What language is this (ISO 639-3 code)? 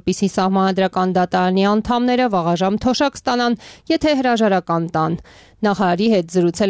hye